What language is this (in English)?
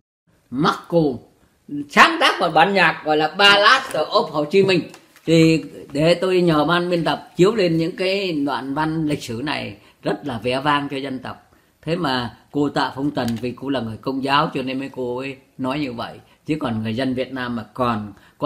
Vietnamese